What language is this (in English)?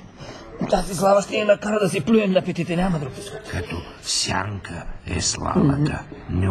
Bulgarian